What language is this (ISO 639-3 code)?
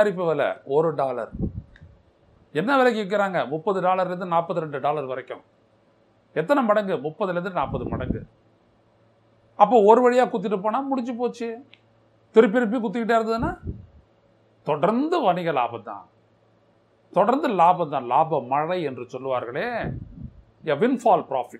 tam